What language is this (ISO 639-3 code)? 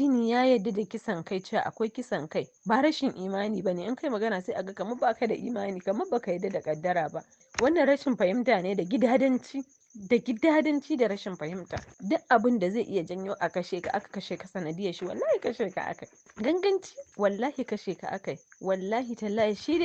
hau